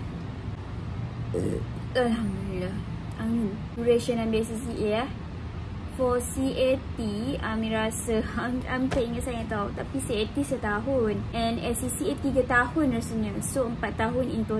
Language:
Malay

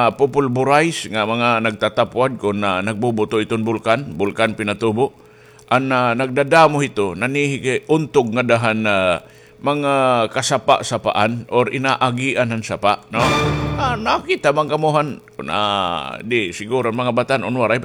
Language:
Waray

